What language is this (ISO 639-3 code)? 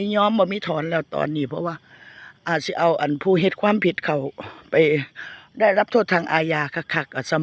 tts